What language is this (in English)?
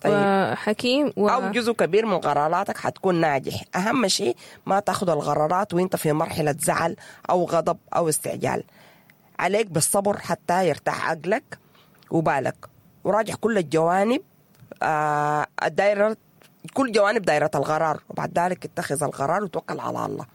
Sudanese Arabic